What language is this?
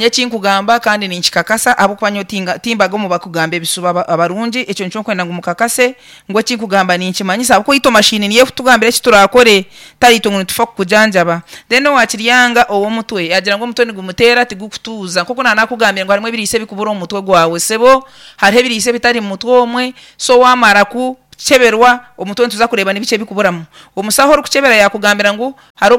Nyankole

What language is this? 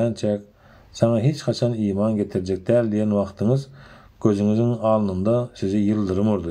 Turkmen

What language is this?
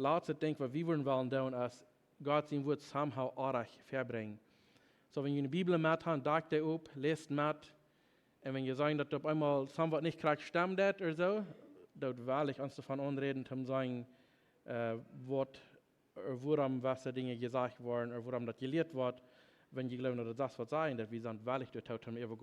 Plautdietsch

